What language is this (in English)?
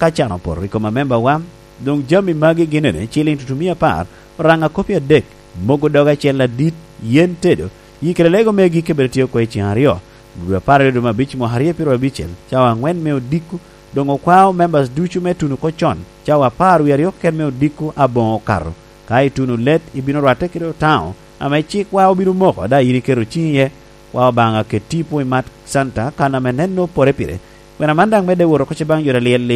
Lango (Uganda)